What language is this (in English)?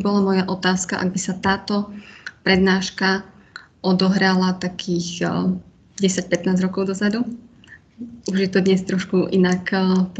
Slovak